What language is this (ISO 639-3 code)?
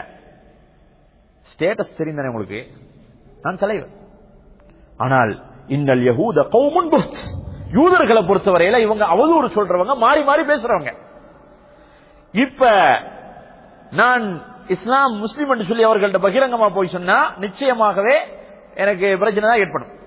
tam